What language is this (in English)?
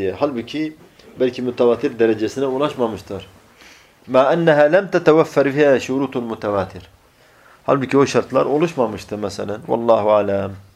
Turkish